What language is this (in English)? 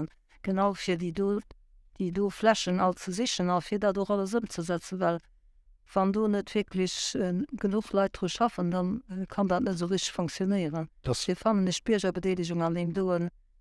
Luxembourgish